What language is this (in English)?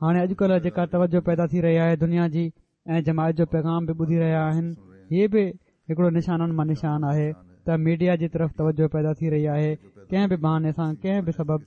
Sindhi